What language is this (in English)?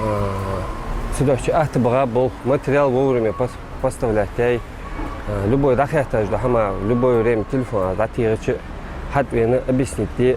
Ingush